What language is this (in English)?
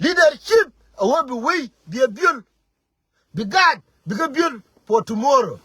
Nuer